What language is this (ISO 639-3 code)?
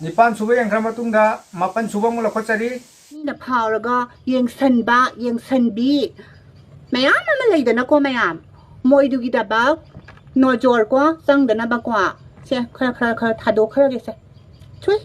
mni